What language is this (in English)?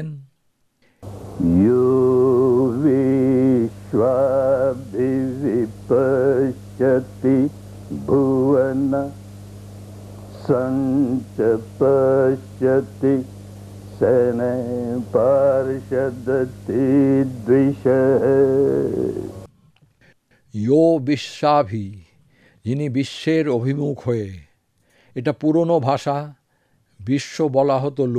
Bangla